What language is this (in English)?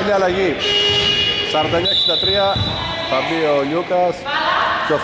Greek